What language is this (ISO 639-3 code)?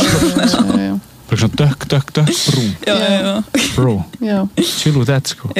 isl